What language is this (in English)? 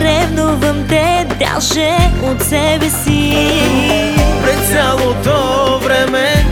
Bulgarian